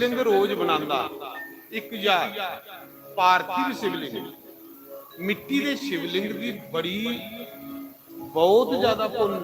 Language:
Dogri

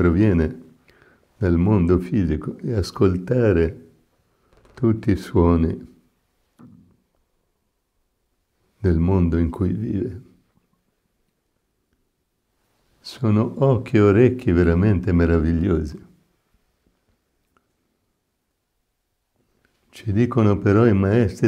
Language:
Italian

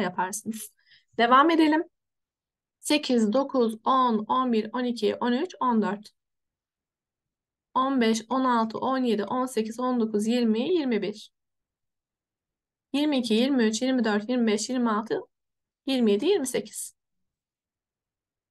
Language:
Turkish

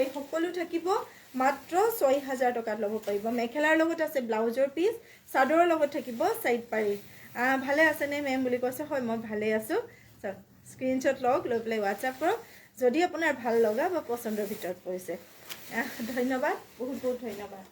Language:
Assamese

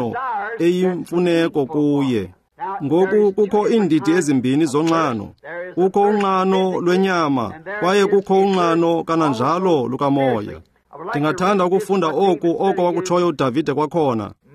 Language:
Xhosa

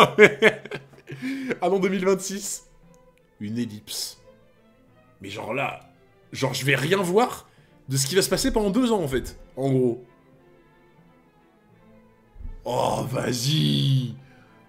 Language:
French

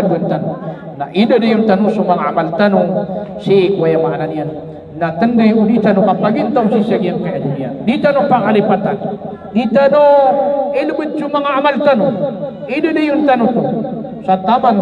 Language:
Maranao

